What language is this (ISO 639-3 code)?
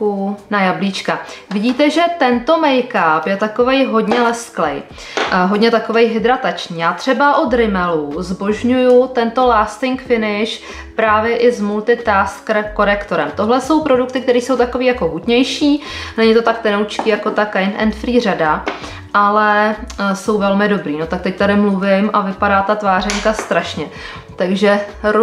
ces